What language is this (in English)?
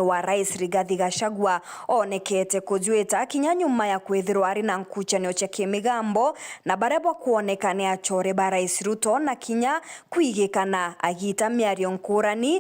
Meru